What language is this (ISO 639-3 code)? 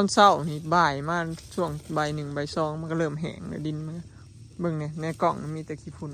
tts